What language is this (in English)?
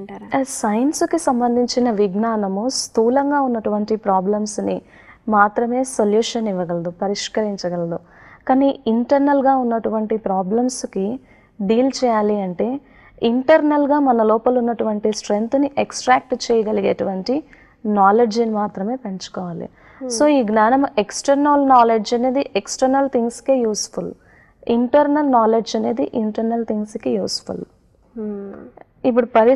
Telugu